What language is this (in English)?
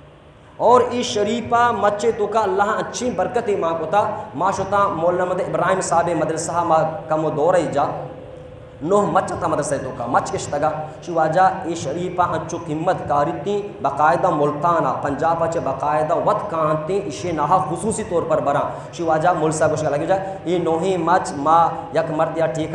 Baluchi